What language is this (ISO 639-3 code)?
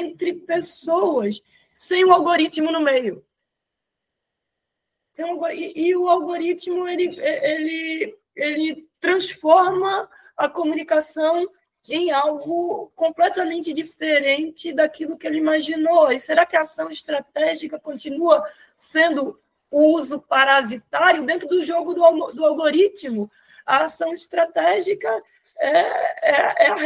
por